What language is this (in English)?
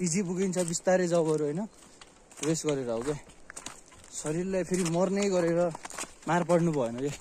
Nepali